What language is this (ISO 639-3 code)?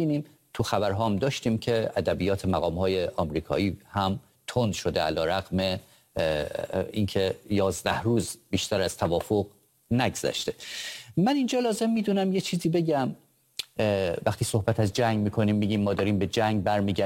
fas